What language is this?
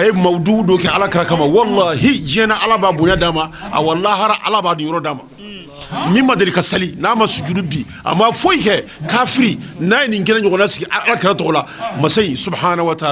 Bambara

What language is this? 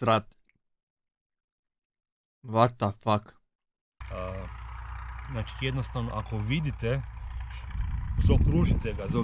Croatian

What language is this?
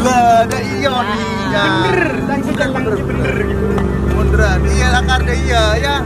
Madurese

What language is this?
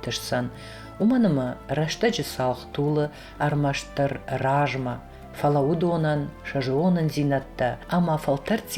Ossetic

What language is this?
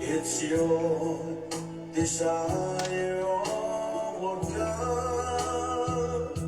Samoan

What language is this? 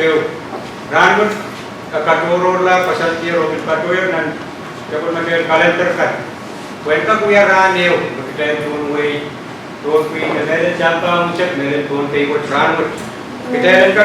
Pohnpeian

